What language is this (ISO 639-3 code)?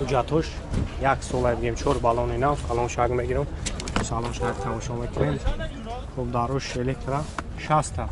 tgk